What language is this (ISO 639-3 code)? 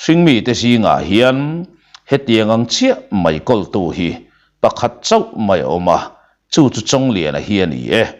lus